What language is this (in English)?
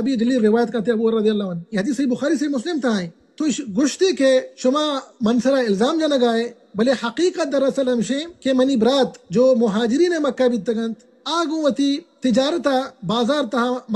Baluchi